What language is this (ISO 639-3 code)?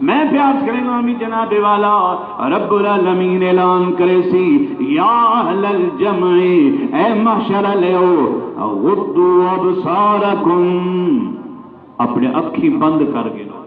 skr